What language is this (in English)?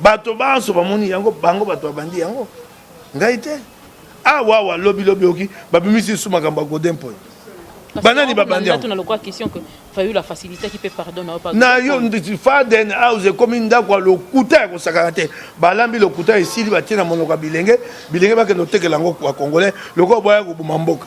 Lingala